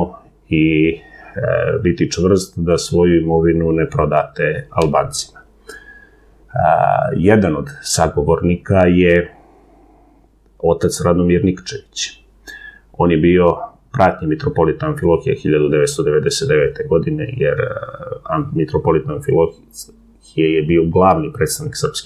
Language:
Serbian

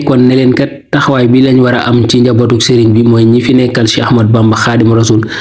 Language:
Wolof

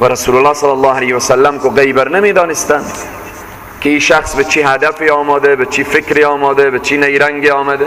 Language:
Persian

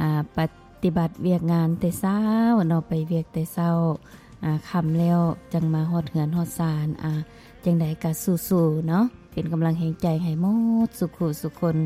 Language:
Lao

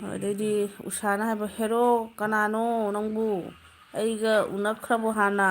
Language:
Manipuri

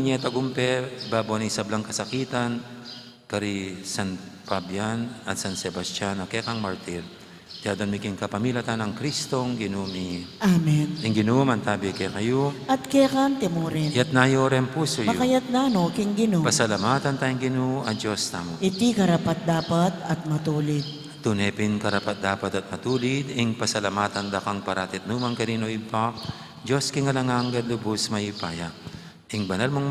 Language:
Pampanga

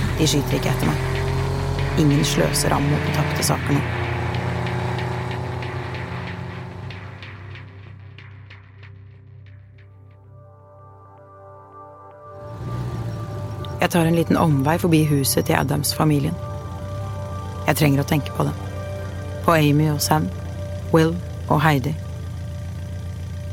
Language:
Norwegian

